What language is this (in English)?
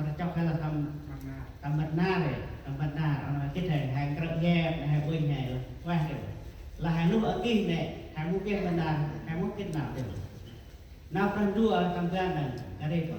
Central Mnong